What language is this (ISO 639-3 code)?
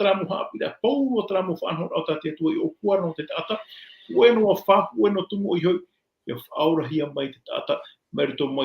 tah